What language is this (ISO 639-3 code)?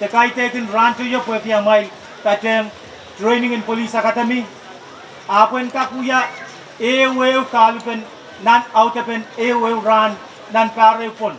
pon